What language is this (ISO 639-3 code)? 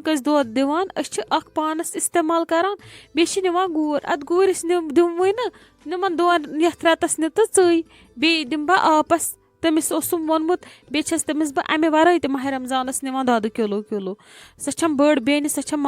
kas